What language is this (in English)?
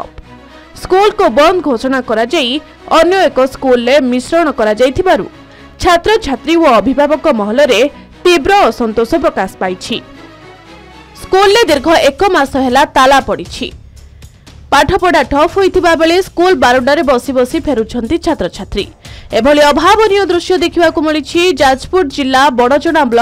Odia